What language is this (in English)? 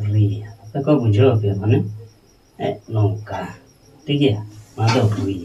Santali